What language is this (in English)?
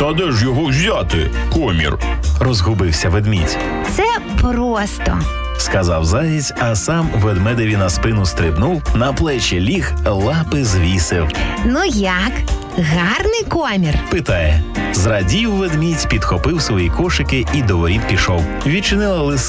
Ukrainian